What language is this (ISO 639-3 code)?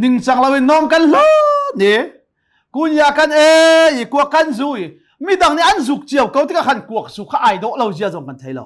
cnh